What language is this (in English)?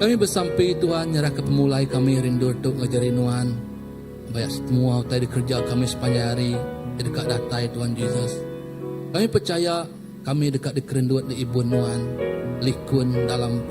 Iban